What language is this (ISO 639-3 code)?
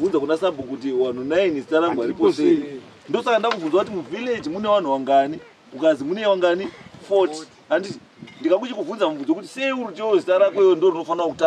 sna